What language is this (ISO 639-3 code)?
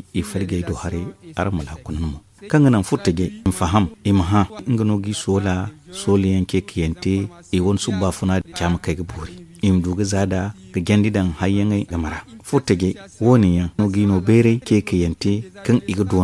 dje